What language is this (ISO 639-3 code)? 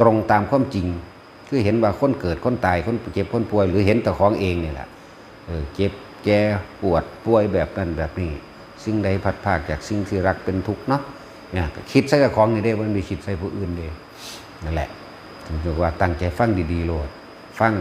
lao